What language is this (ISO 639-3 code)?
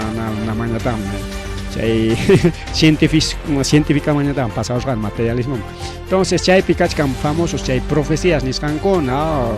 quy